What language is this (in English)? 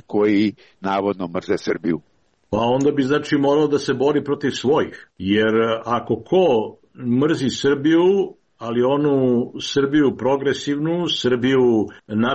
Serbian